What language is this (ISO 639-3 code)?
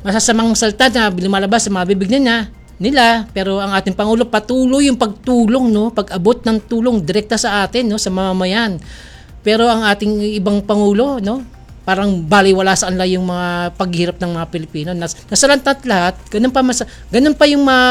fil